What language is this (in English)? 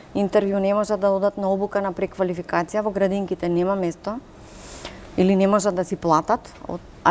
Macedonian